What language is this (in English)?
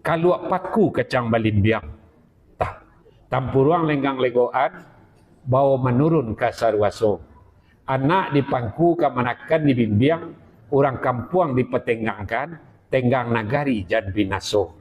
Minangkabau